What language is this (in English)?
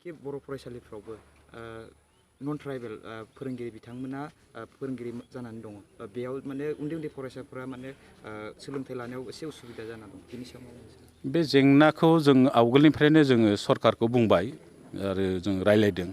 Bodo